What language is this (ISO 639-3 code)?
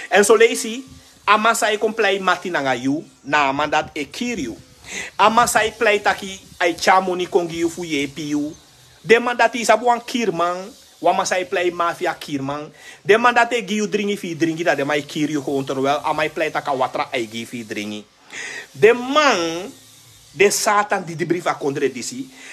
srn